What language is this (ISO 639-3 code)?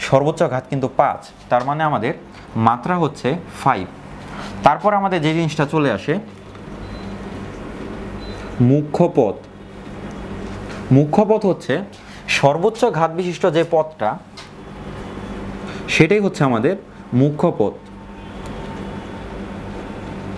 ben